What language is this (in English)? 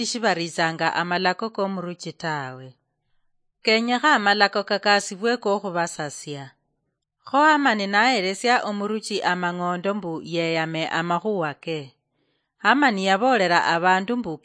Luyia